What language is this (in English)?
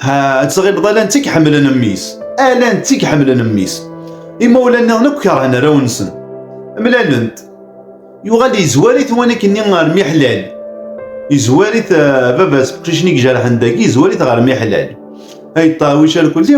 Kabyle